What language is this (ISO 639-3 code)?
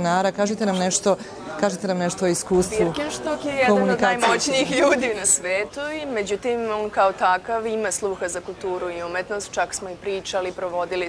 srp